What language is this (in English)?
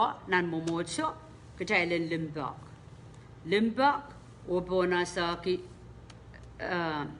Pohnpeian